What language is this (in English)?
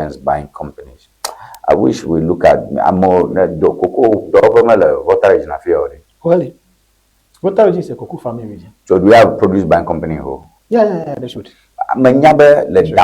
Ewe